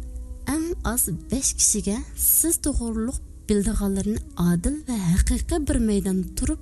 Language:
Uyghur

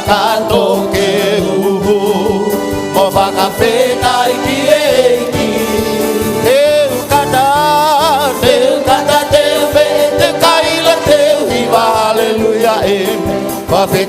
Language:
Tongan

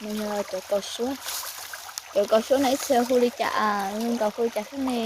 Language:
Hmong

